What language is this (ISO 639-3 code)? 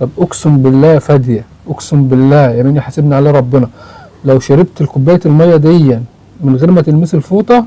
arz